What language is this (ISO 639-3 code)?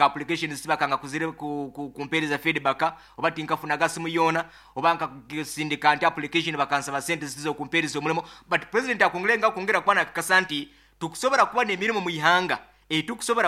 nyo